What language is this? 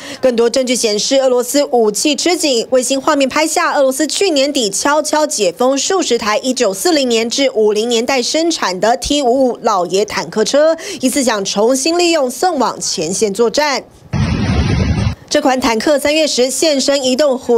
Chinese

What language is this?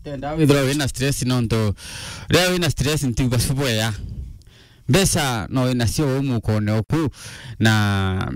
Meru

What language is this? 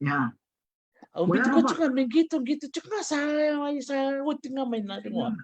Fijian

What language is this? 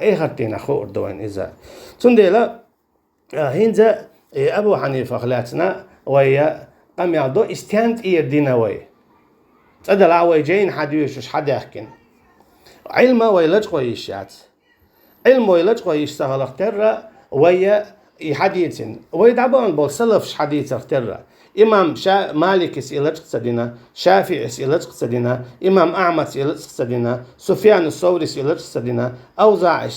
Chechen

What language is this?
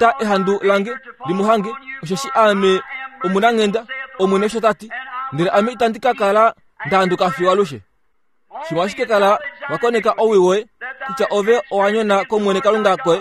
Kuanyama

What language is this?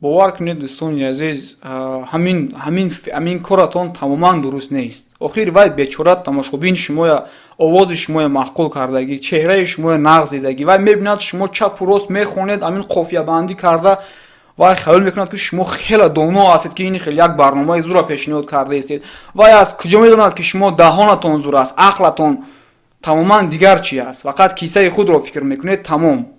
Tajik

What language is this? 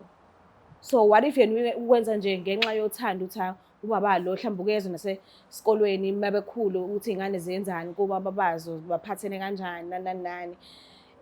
Zulu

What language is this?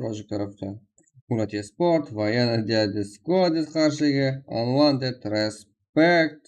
Kara-Kalpak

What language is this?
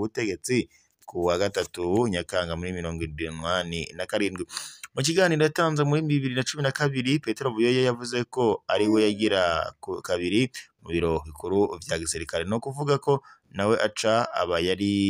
Rundi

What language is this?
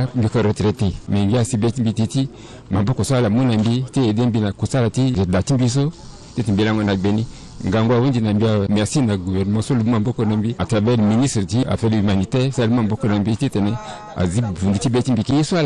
Sango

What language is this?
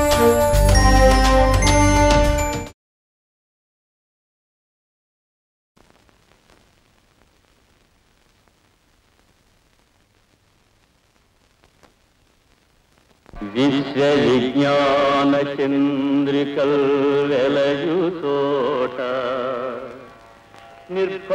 Telugu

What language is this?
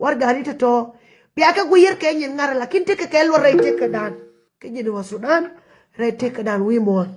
Nuer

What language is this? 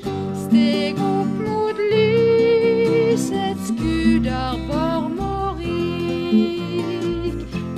Norwegian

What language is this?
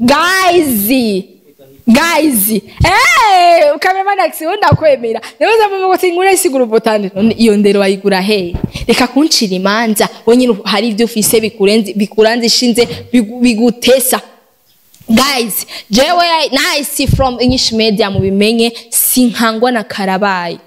Rundi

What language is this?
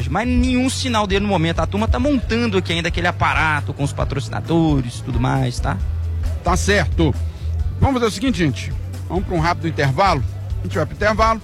Portuguese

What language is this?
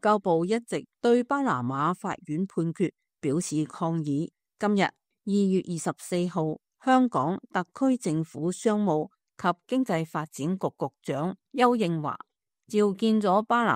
Cantonese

